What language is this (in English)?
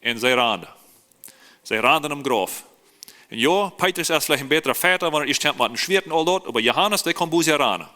Plautdietsch